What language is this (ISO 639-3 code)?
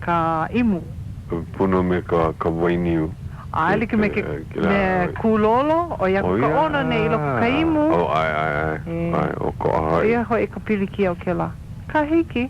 haw